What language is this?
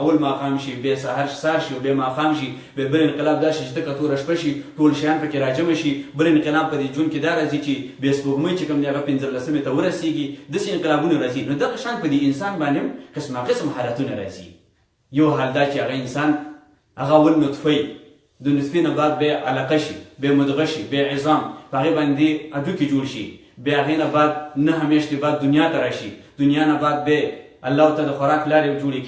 Pashto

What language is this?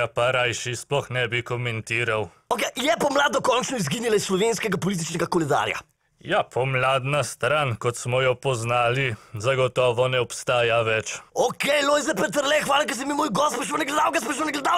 Slovenian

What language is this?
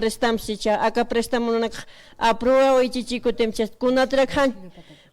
Aymara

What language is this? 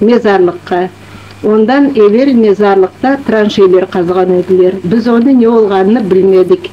Crimean Tatar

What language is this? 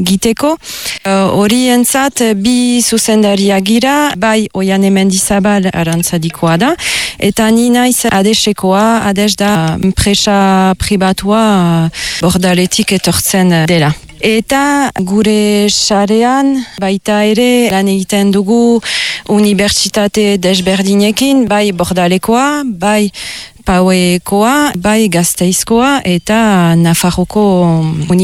Basque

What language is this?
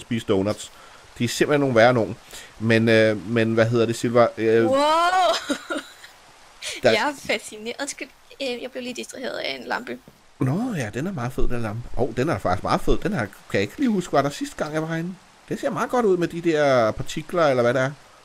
Danish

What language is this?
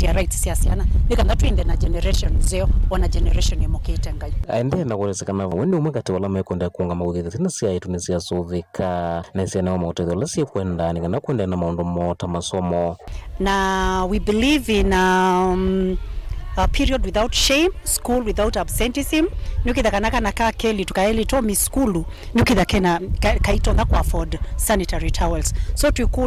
Kamba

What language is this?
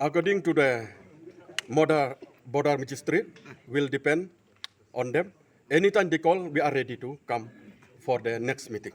Karbi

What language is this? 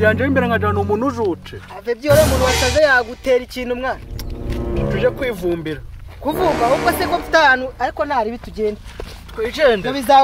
Kinyarwanda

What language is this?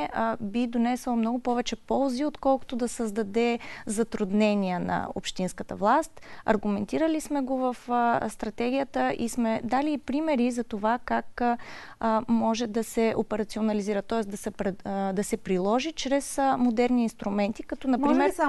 Bulgarian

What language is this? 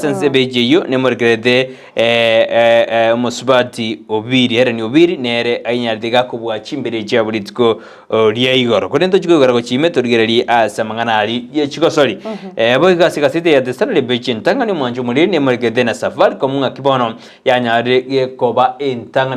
Gusii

